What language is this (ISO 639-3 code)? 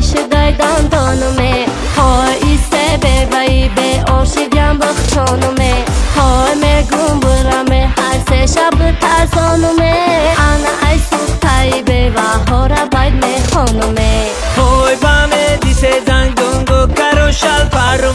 tgk